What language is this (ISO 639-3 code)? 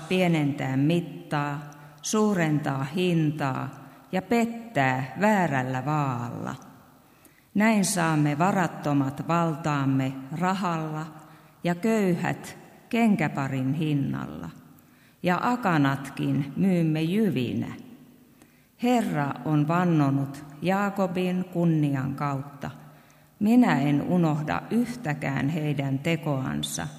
fin